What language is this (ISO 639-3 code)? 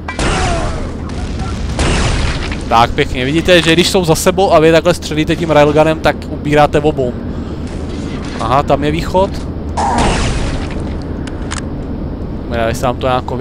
ces